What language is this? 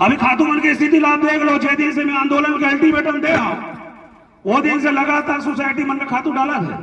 Chhattisgarhi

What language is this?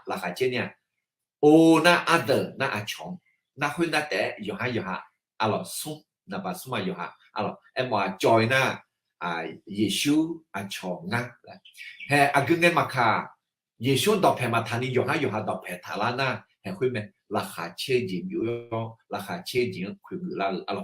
Akha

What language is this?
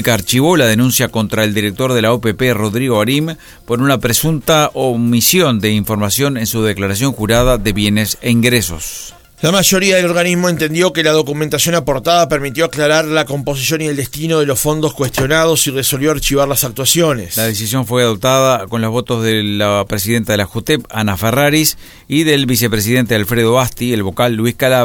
Spanish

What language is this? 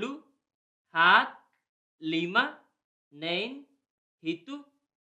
Tetum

